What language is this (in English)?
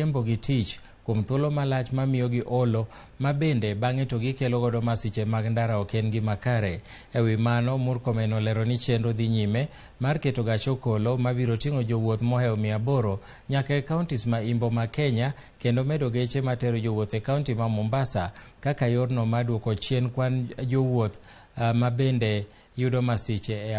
Luo (Kenya and Tanzania)